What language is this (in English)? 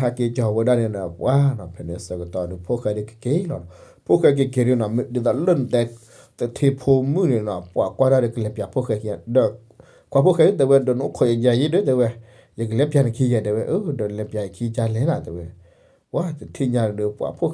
S'gaw Karen